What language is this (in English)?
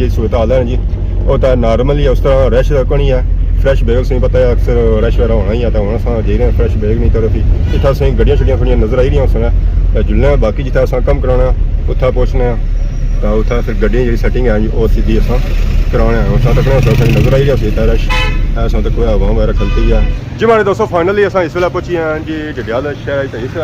Pahari-Potwari